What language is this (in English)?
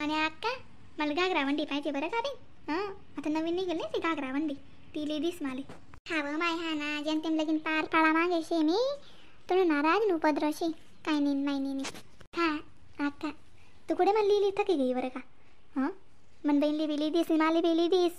Khandesi